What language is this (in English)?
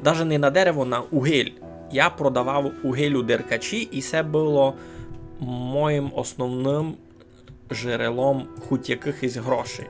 Rusyn